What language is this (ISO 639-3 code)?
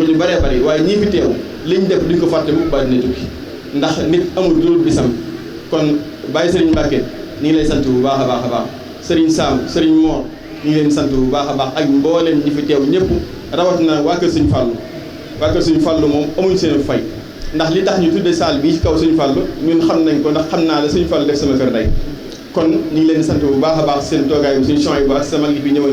wol